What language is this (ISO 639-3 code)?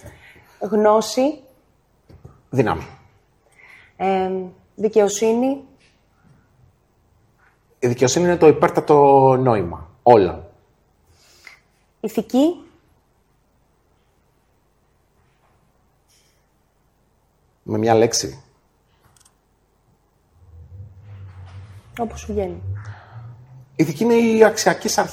ell